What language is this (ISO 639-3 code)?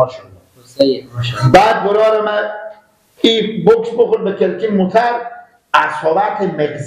fas